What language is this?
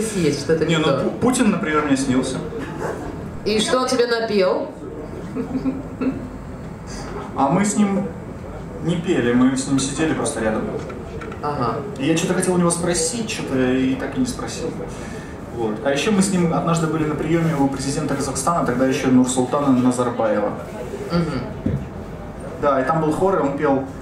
Russian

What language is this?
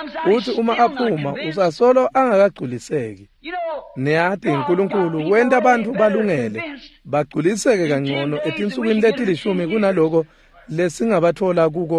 Swati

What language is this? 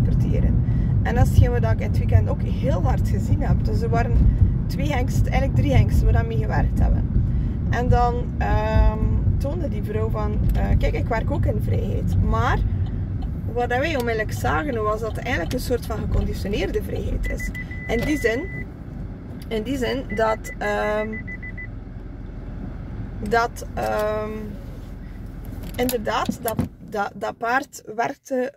Dutch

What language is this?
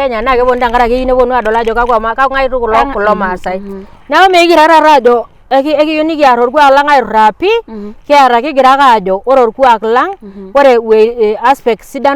Masai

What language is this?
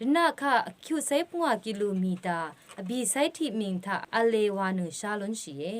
Rawang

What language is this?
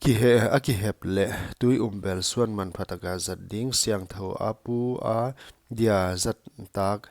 Paite Chin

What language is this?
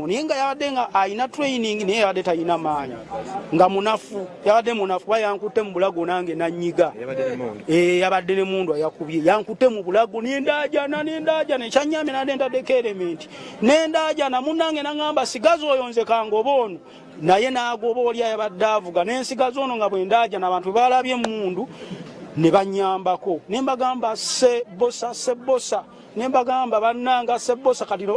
Ganda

